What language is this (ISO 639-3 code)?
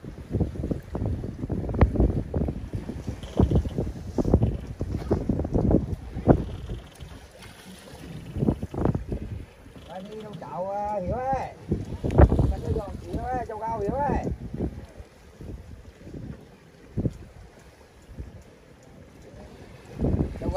vie